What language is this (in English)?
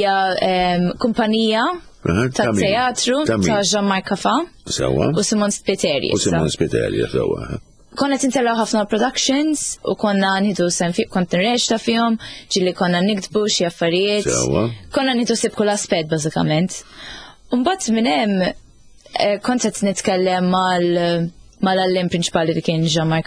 Maltese